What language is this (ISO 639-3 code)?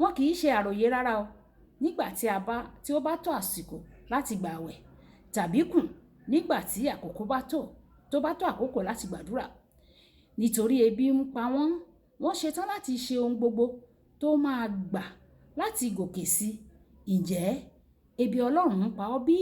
yor